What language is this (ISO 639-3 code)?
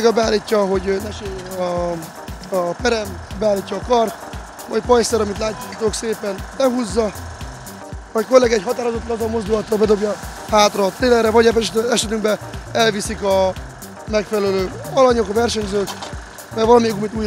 hun